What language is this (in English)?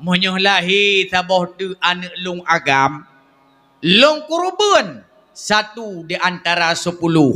Achinese